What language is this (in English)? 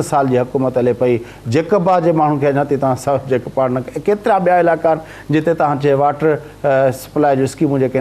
Sindhi